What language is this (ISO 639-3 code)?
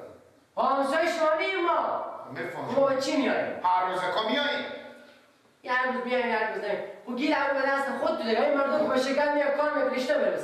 fas